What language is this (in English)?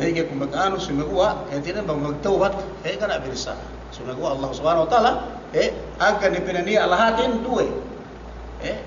Yakan